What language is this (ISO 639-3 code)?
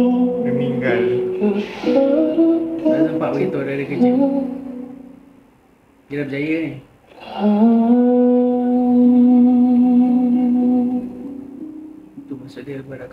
msa